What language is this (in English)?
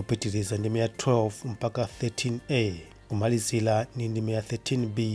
Nyanja